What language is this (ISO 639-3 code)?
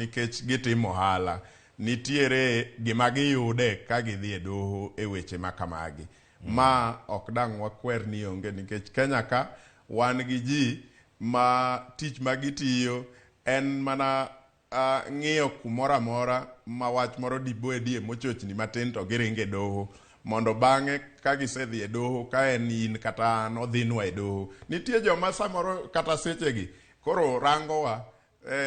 luo